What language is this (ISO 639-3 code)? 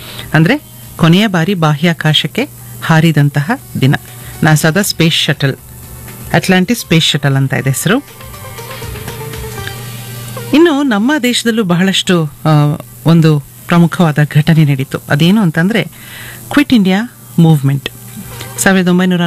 kan